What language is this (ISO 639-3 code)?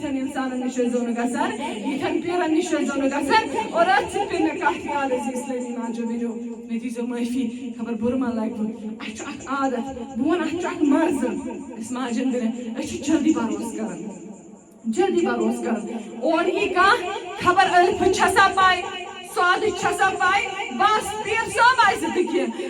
kas